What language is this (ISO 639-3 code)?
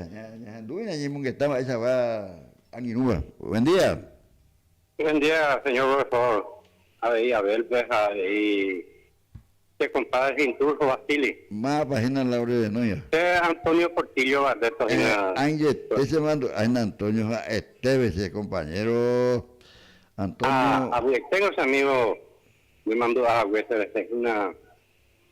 grn